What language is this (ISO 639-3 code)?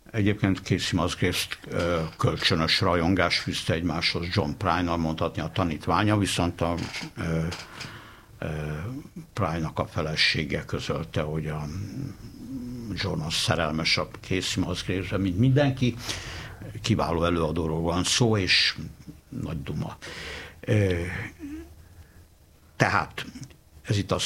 hun